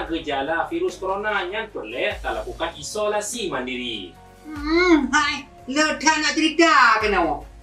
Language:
Achinese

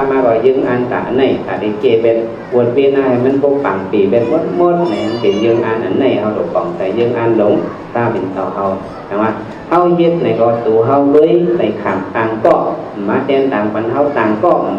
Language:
Shan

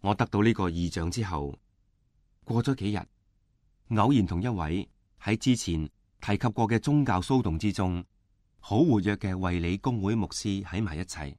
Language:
Cantonese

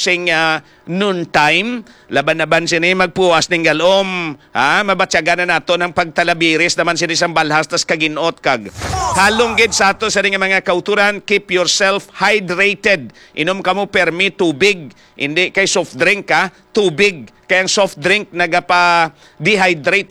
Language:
Hiligaynon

